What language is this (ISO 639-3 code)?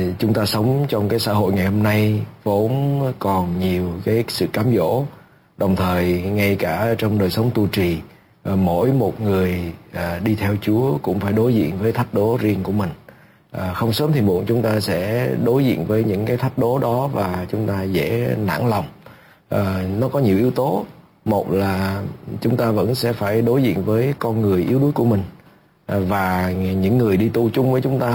vie